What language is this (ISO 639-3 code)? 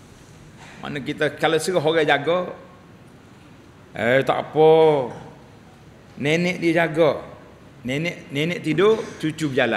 msa